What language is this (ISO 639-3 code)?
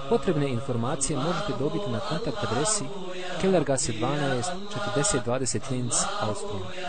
bos